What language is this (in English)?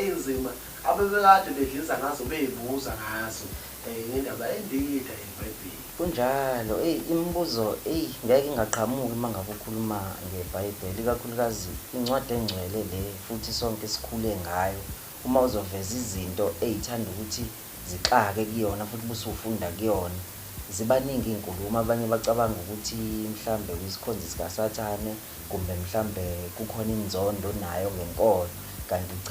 Zulu